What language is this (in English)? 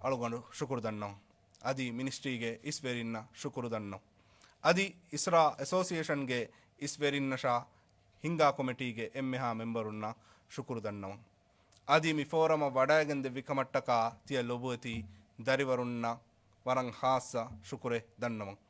Divehi